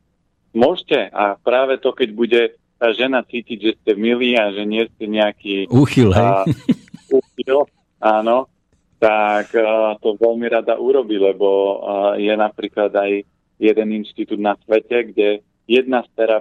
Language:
Slovak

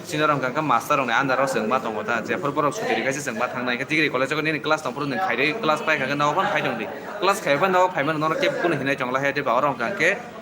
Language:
Kok Borok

